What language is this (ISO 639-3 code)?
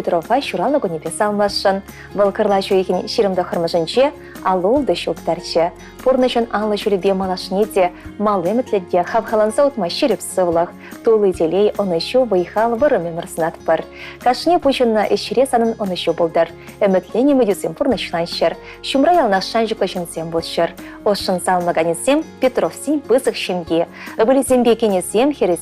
chv